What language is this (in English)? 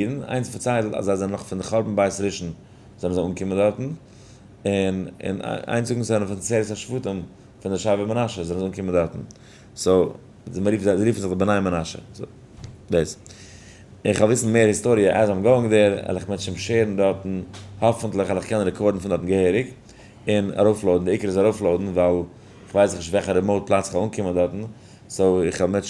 Yiddish